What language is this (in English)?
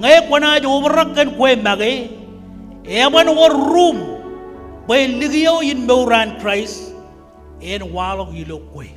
Marshallese